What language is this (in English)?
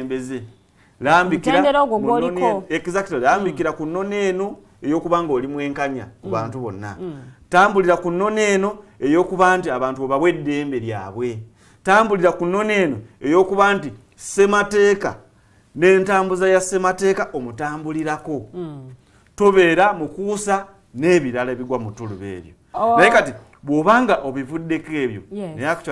Ganda